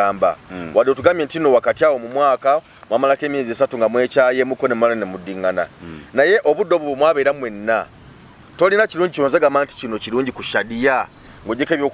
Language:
Ganda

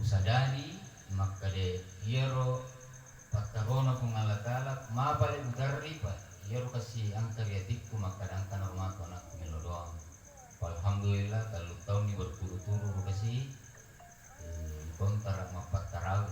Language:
Buginese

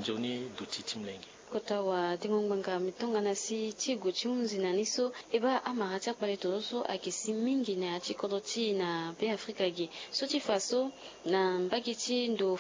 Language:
Sango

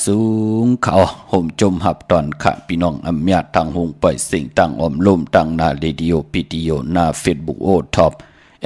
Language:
Shan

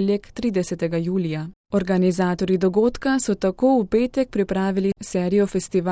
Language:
Slovenian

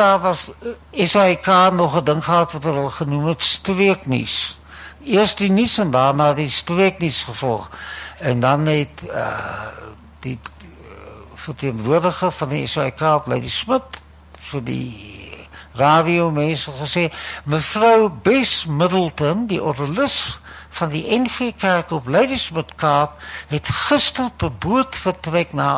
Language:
Afrikaans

